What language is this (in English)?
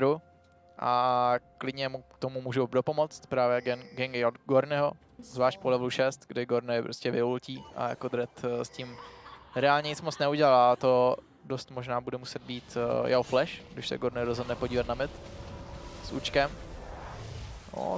Czech